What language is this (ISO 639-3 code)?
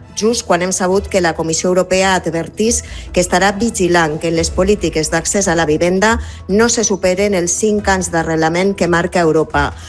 cat